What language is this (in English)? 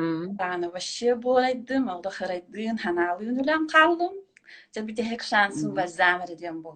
Yakut